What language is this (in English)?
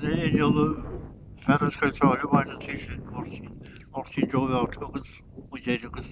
Irish